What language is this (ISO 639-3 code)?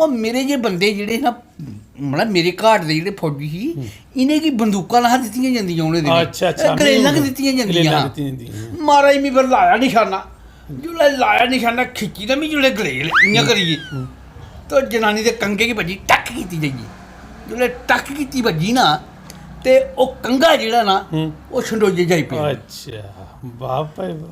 doi